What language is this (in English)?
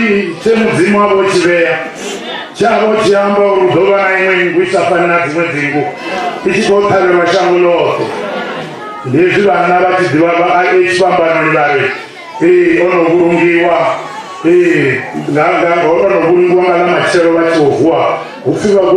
Venda